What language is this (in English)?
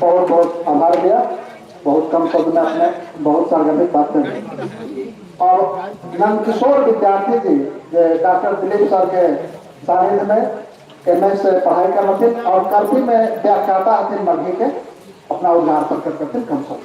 Magahi